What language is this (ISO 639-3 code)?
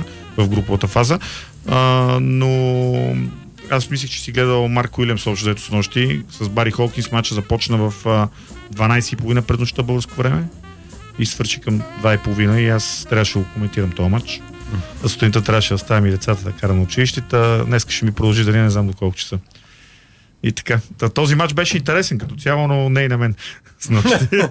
bul